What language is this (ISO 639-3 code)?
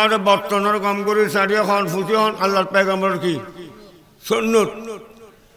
ben